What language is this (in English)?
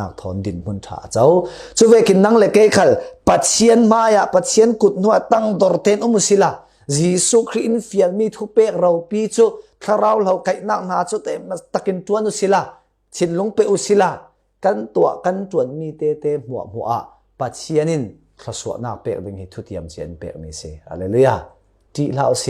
Falam Chin